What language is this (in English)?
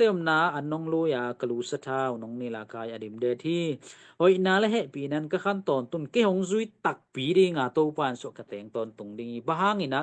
Tedim Chin